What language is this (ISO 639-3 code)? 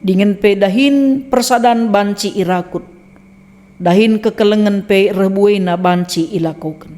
btx